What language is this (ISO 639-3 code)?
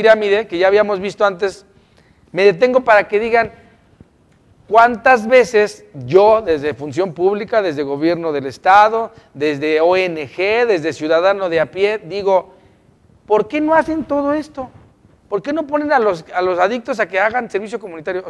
spa